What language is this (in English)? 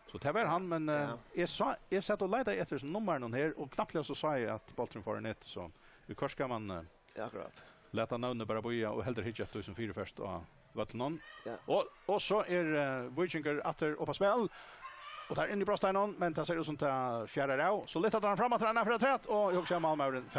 Faroese